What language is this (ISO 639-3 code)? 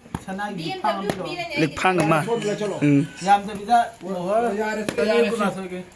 mni